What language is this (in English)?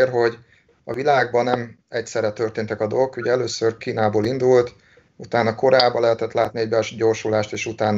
Hungarian